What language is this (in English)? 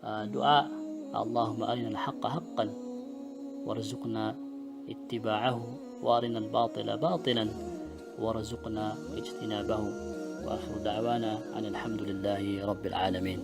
Maranao